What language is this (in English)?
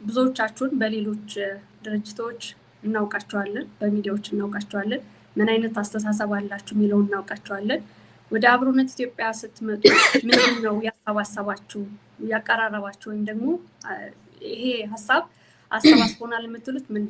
Amharic